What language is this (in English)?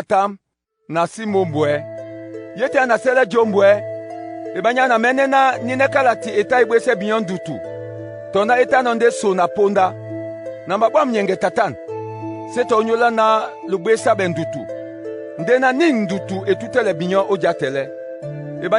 Duala